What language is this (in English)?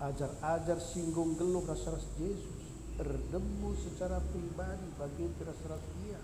Batak Karo